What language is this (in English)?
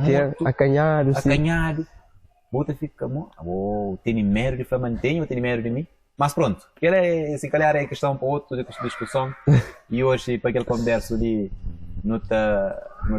Kabuverdianu